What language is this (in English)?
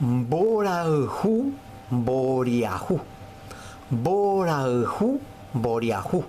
Guarani